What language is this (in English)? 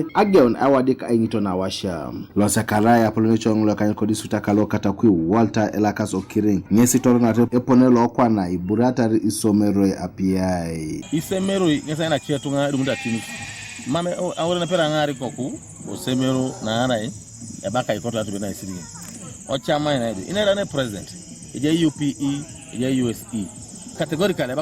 Teso